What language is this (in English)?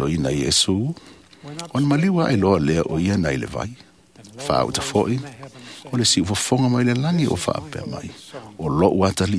Samoan